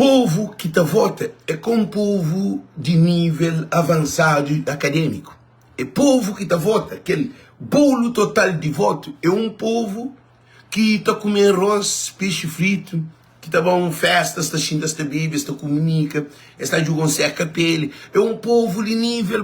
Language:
Kabuverdianu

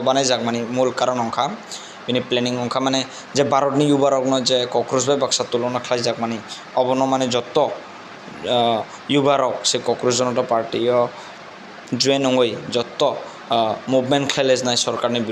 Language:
Kok Borok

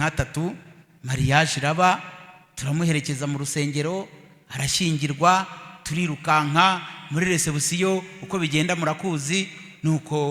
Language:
Kinyarwanda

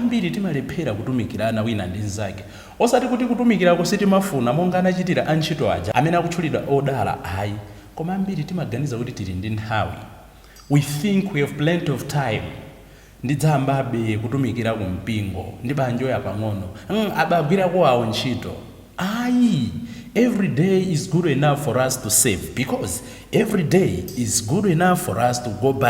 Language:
Nyanja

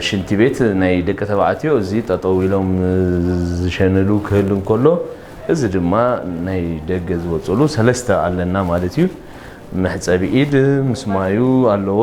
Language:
Tigrinya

